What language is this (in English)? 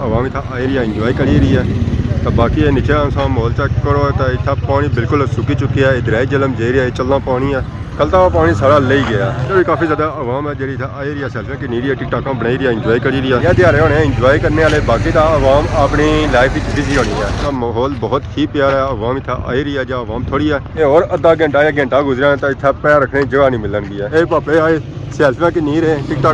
Pahari-Potwari